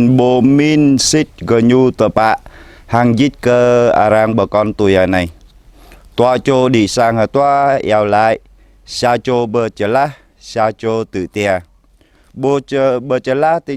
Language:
Jarai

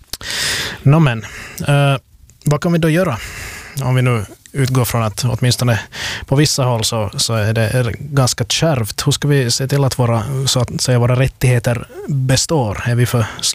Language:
Swedish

